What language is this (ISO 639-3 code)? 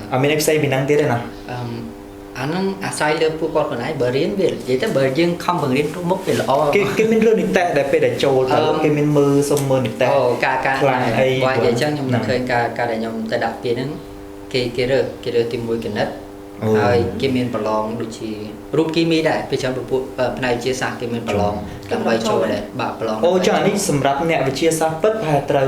khm